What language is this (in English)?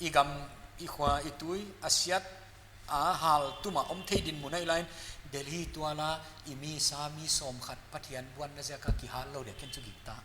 Paite Chin